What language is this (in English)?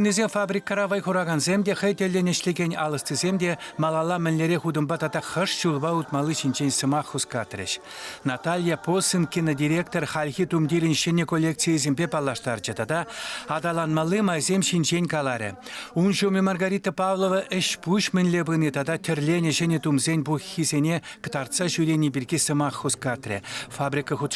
Chuvash